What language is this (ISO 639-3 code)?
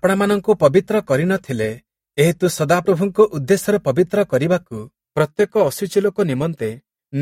ori